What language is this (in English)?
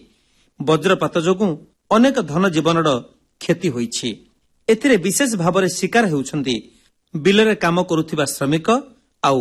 Odia